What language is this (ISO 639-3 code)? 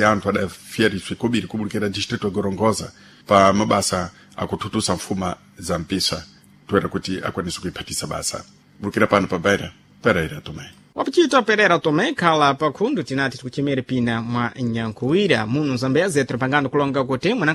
seh